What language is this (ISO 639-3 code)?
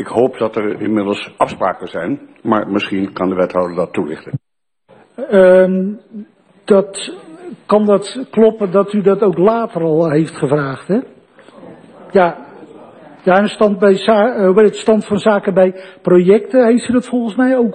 nld